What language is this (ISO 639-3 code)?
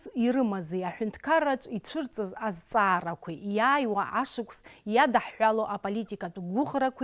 abk